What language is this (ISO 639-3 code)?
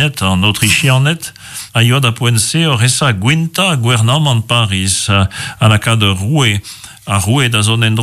bre